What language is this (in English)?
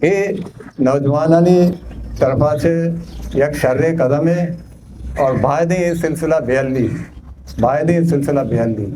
Eastern Balochi